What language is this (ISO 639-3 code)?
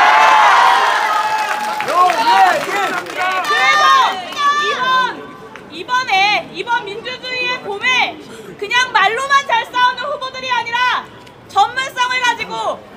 kor